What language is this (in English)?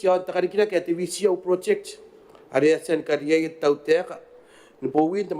Gilbertese